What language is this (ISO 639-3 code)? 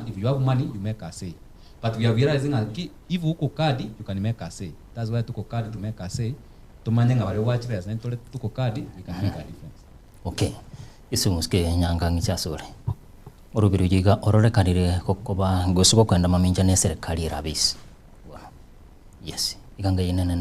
guz